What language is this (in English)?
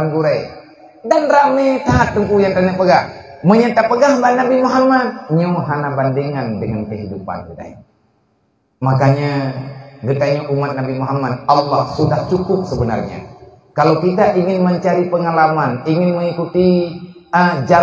Achinese